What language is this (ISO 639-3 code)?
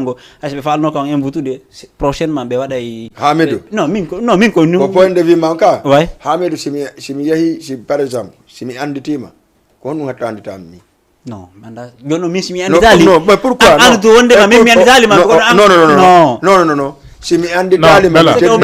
ful